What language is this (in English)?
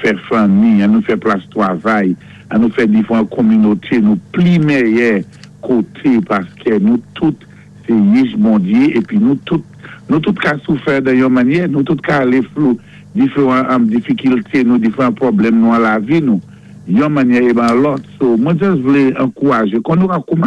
Saint Lucian Creole French